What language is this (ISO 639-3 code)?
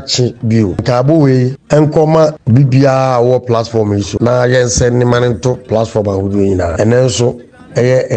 aka